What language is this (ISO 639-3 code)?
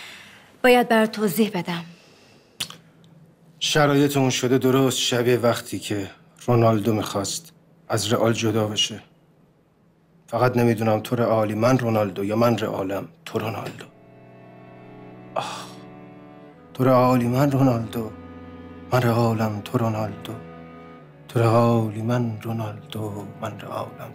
fas